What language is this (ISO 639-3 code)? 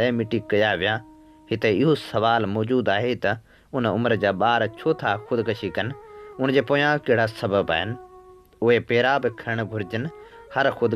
snd